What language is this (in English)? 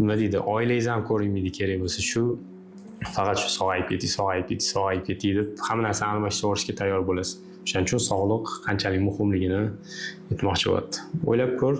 Uzbek